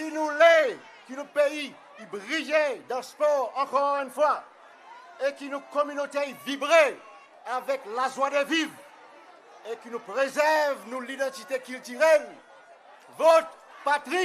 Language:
Seselwa Creole French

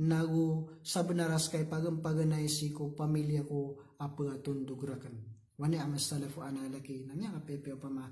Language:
Maranao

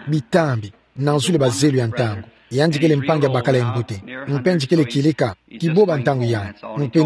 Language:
Kituba (Democratic Republic of Congo)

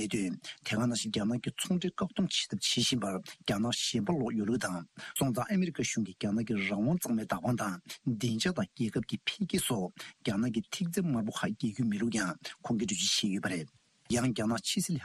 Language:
Tibetan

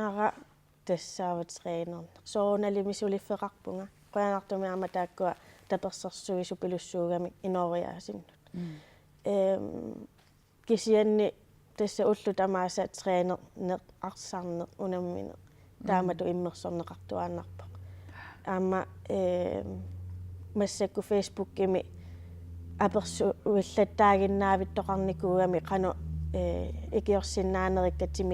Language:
Kalaallisut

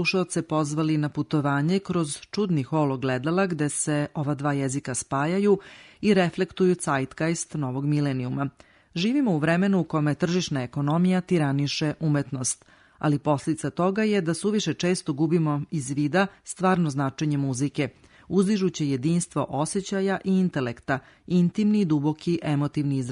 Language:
Serbian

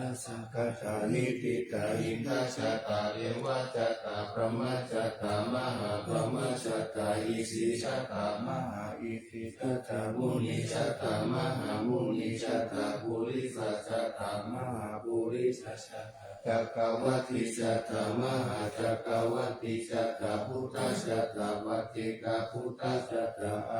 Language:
Pali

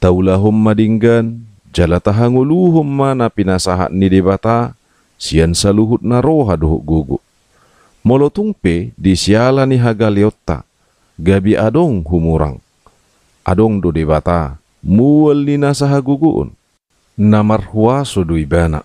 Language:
Batak Toba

